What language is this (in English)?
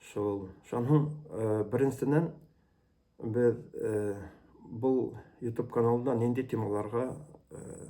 Bashkir